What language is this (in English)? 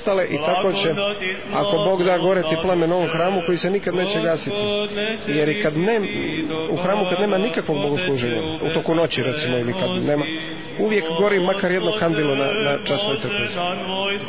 Serbian